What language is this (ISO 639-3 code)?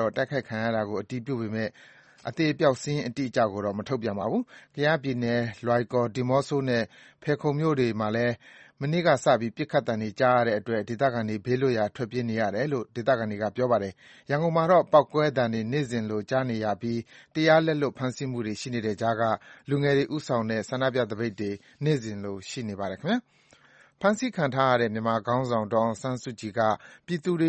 mya